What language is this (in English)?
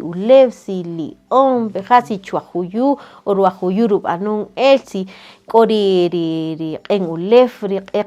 Kaqchikel